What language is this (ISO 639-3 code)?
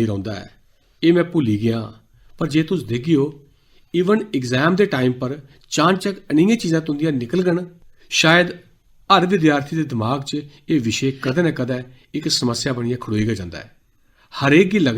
doi